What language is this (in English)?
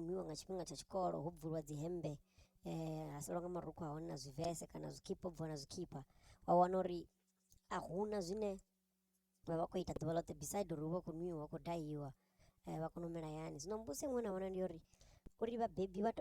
Venda